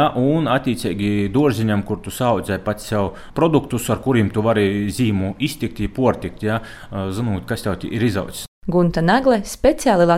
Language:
Latvian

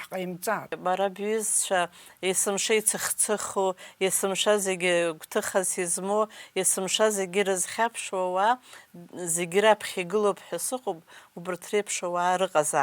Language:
Abkhazian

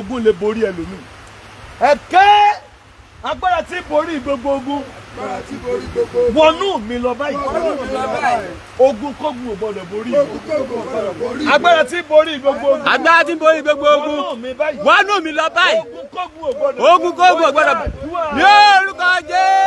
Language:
Yoruba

